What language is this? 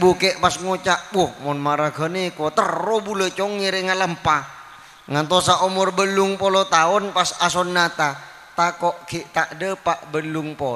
Madurese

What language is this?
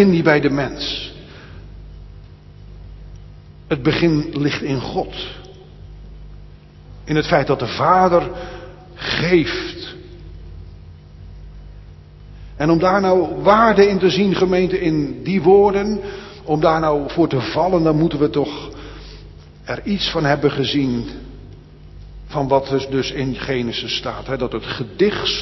Dutch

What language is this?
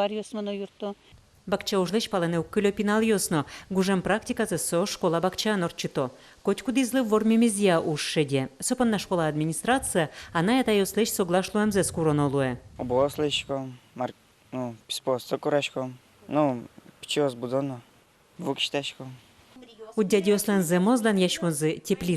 Udmurt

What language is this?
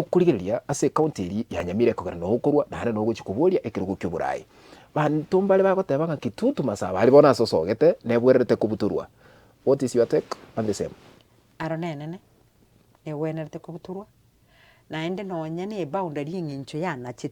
Gusii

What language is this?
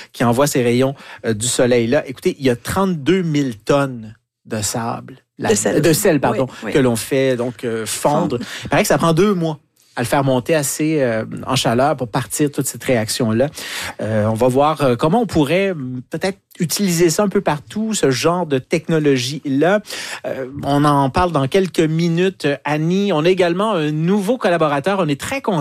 French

